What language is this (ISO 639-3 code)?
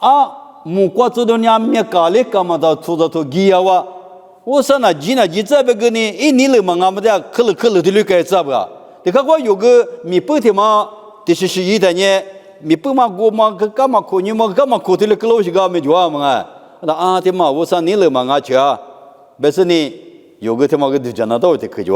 lis